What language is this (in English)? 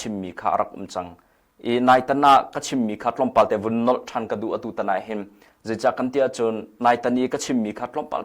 Hakha Chin